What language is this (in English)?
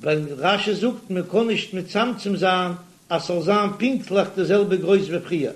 Yiddish